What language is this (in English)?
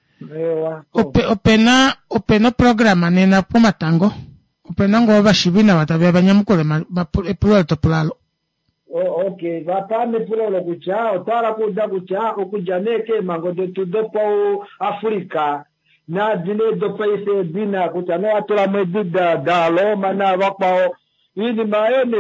Kuanyama